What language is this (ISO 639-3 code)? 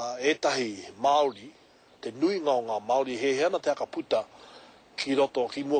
mri